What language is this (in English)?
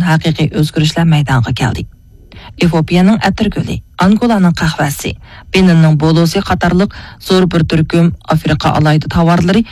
Uyghur